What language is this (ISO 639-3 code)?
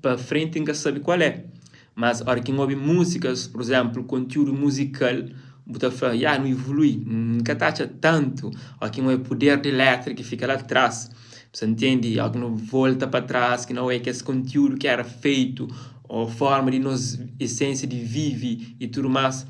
kea